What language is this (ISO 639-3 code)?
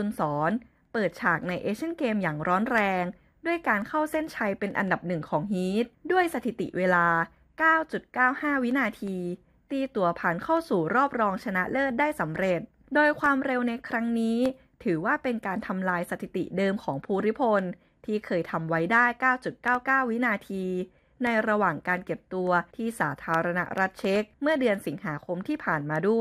tha